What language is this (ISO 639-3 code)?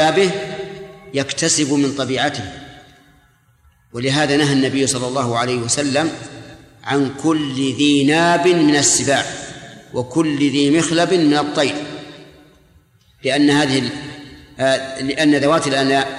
ara